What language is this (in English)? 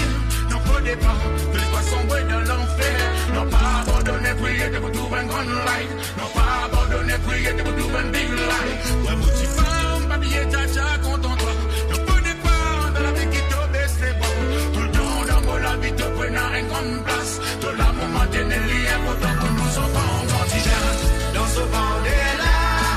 Morisyen